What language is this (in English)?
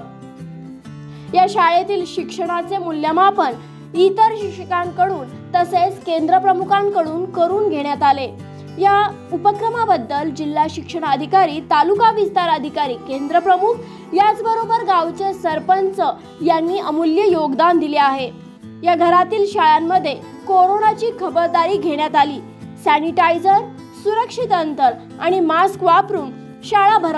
Marathi